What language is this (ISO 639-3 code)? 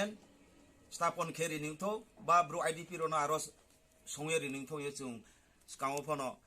ria